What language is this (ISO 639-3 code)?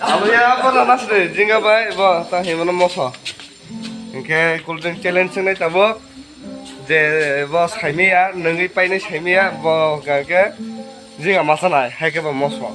trp